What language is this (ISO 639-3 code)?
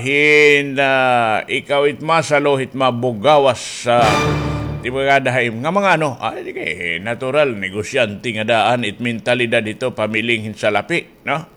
war